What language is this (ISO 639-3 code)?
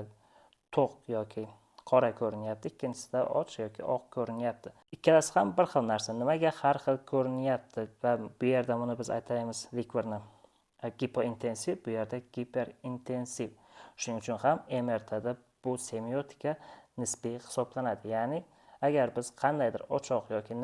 uzb